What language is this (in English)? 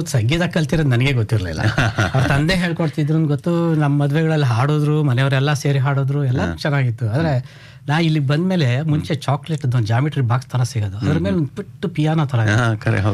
Kannada